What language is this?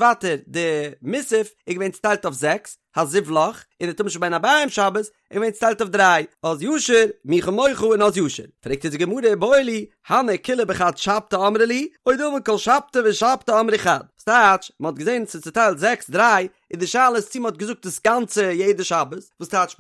Yiddish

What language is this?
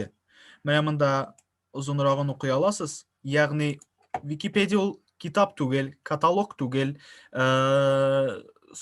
Tatar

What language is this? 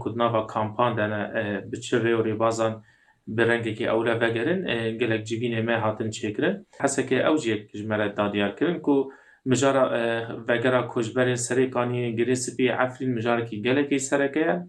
Kurdish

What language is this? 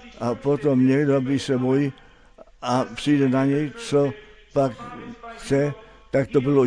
Czech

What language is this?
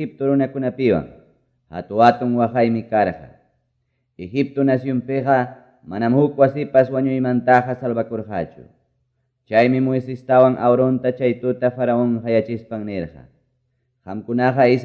Quechua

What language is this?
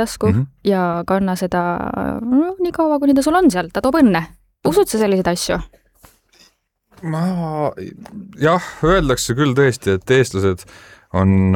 Estonian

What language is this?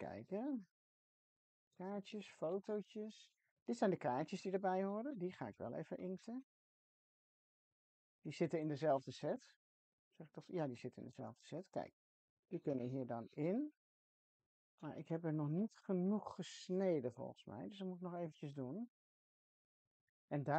Dutch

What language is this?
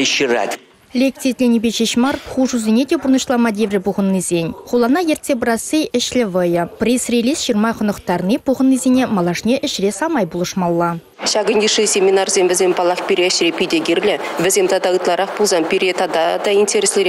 Chuvash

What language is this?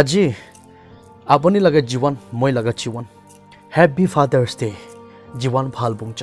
Naga Pidgin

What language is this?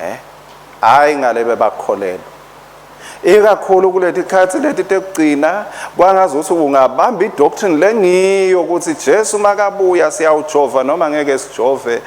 Swati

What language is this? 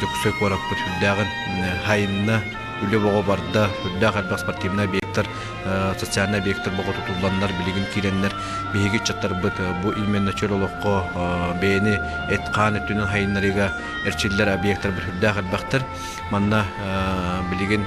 Yakut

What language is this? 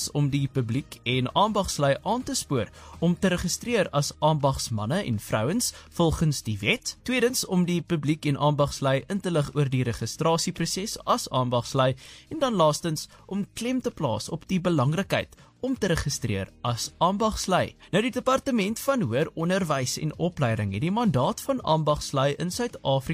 Afrikaans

